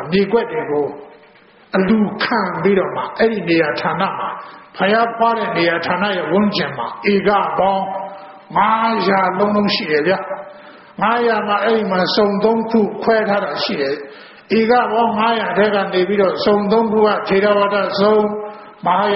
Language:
Burmese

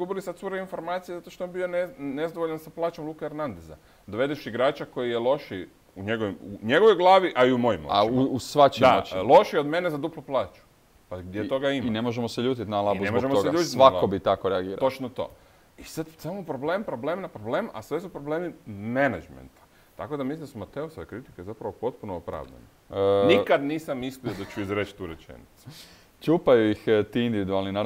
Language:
Croatian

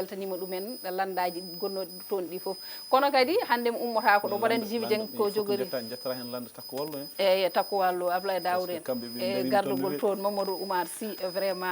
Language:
Fula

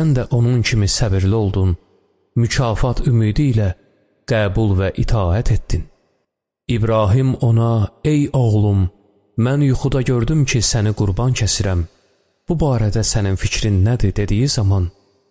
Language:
Azerbaijani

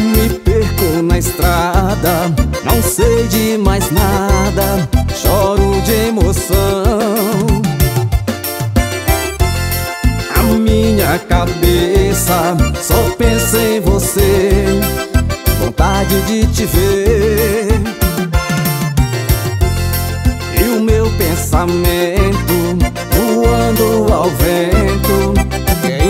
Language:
Portuguese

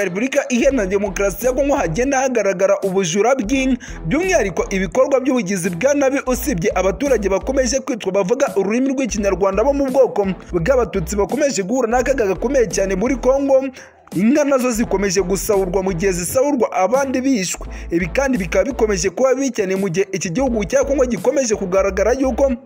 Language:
Kinyarwanda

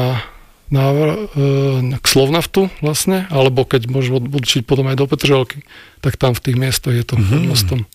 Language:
Slovak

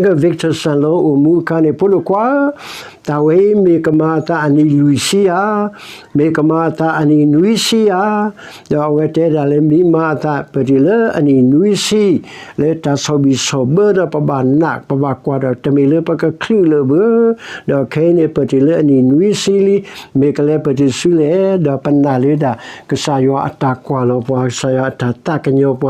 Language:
S'gaw Karen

